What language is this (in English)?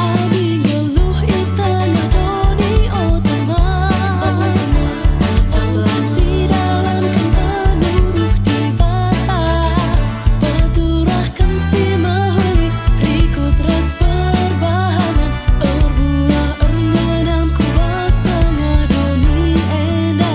Batak Karo